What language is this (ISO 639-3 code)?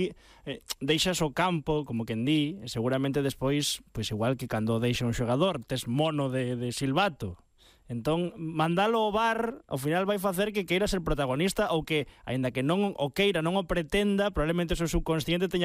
glg